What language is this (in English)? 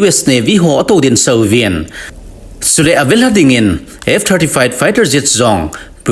Thado Chin